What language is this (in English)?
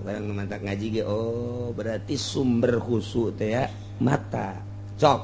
Sundanese